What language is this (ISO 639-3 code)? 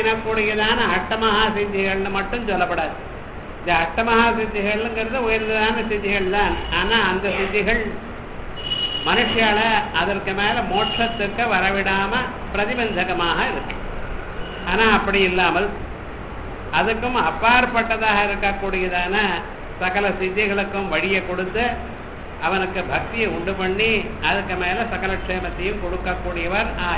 tam